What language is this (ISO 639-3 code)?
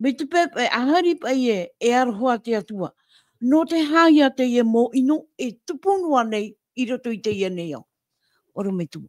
tah